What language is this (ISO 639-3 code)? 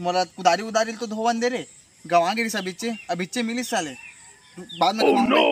hne